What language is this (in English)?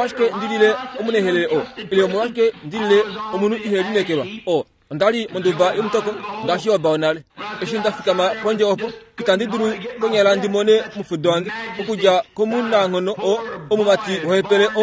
Kuanyama